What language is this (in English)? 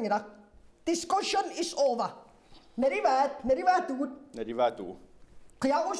Kalaallisut